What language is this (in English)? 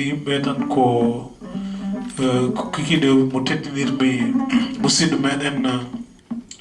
Fula